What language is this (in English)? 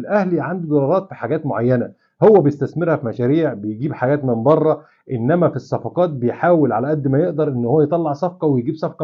Egyptian Arabic